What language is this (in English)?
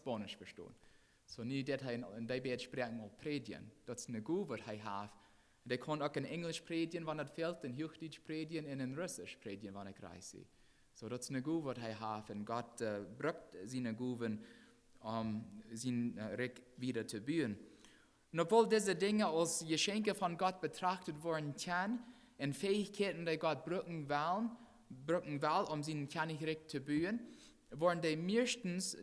Plautdietsch